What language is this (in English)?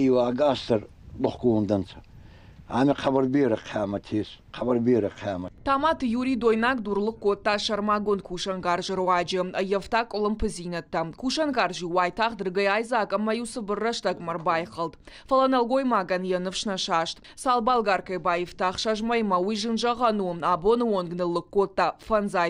Ossetic